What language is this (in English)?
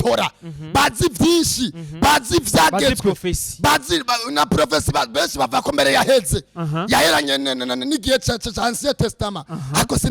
Rundi